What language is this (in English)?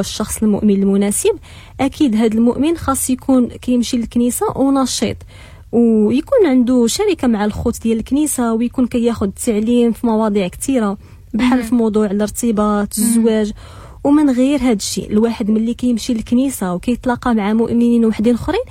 Moroccan Arabic